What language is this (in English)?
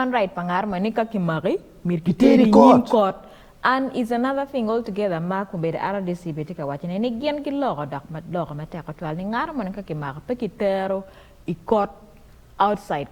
Acoli